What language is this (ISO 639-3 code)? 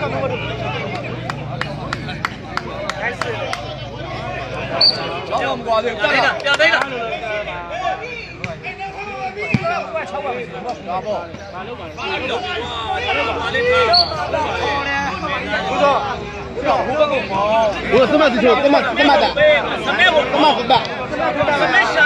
mya